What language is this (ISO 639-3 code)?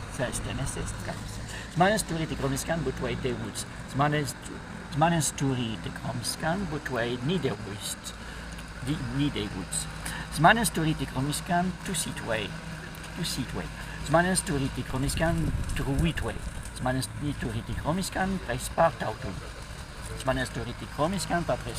prg